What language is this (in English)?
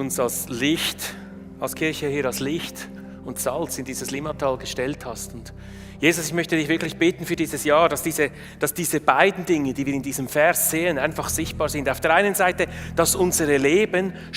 Swiss German